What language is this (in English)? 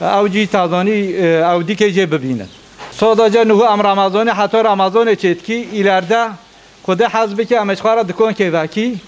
Kurdish